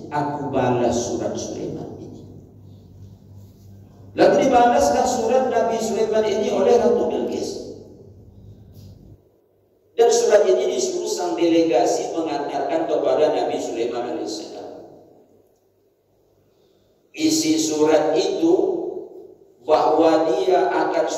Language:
Indonesian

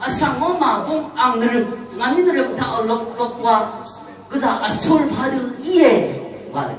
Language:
Rawang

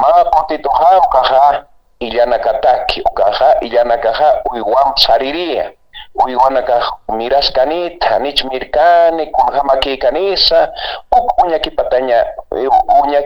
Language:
Aymara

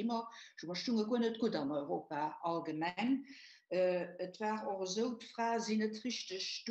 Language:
Luxembourgish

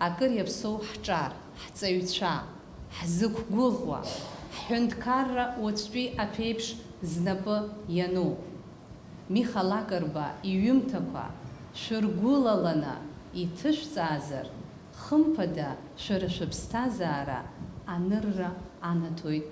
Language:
Abkhazian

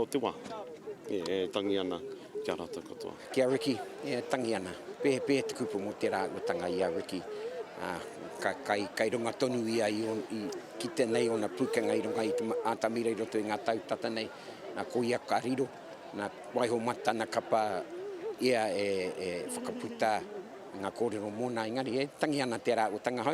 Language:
Māori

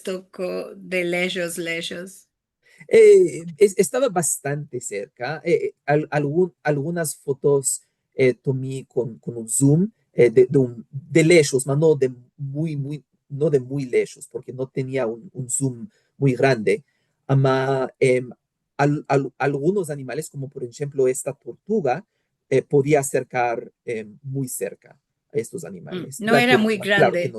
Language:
Ladino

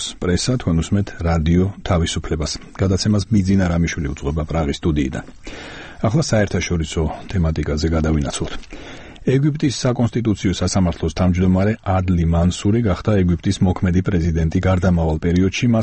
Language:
Georgian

